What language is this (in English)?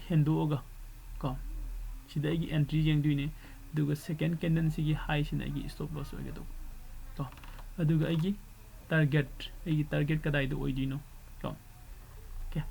Manipuri